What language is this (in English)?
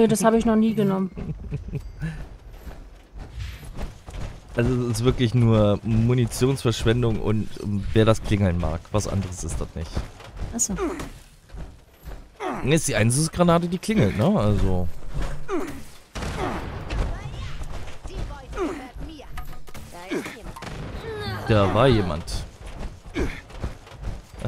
German